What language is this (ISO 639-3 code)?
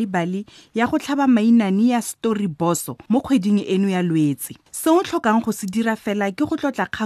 tsn